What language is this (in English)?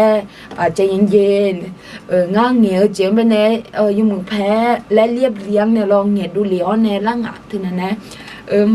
Akha